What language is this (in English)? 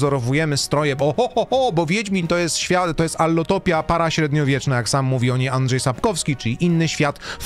Polish